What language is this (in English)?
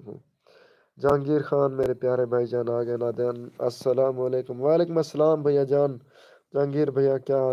Saraiki